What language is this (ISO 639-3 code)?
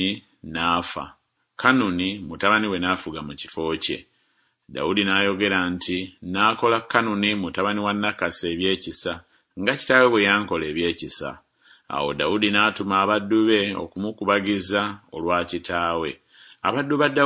lug